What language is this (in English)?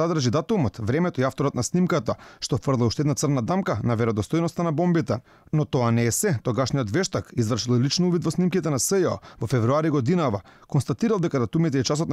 Macedonian